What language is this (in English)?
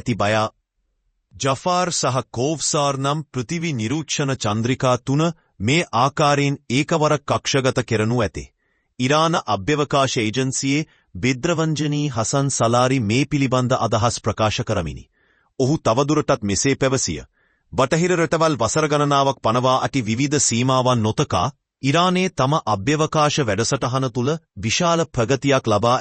Sinhala